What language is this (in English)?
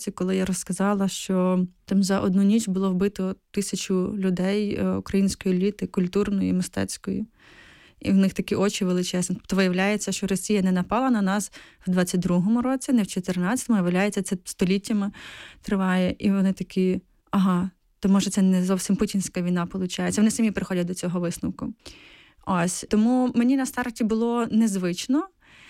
Ukrainian